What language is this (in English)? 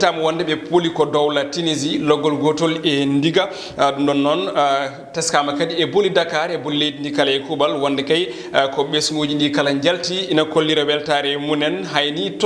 Fula